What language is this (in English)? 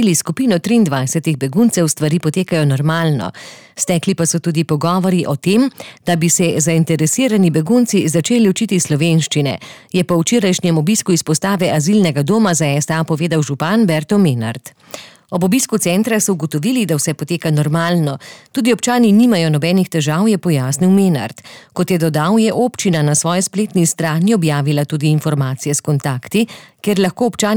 Slovenian